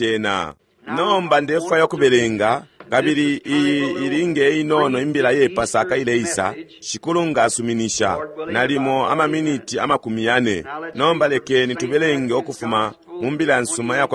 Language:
Bemba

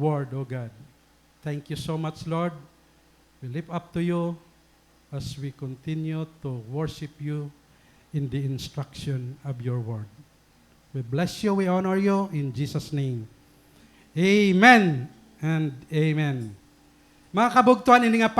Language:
Waray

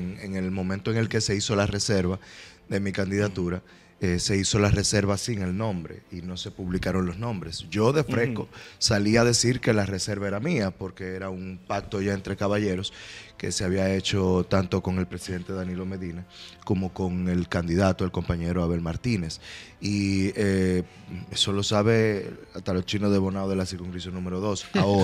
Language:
Spanish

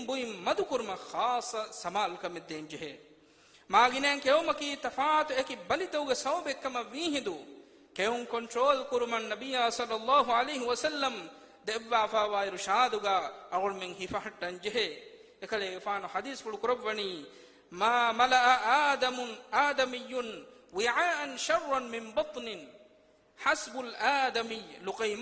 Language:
Divehi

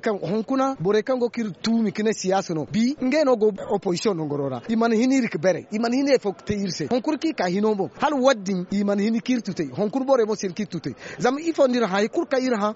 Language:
Zarma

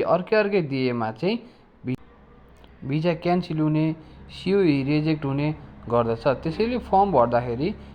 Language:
Nepali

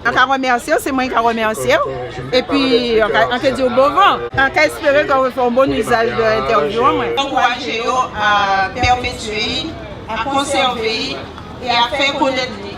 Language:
Guadeloupean Creole French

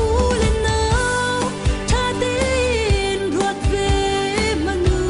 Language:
Falam Chin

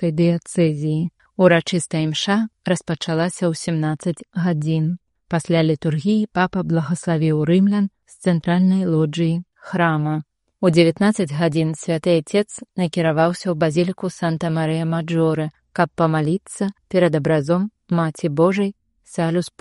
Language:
Belarusian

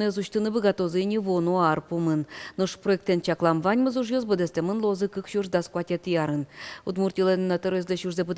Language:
Udmurt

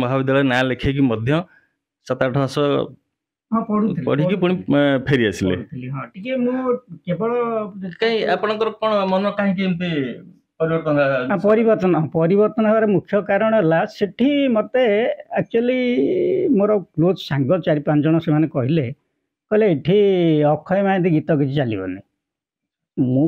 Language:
Odia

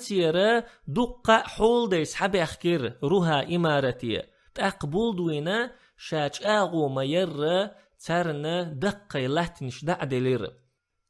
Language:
Chechen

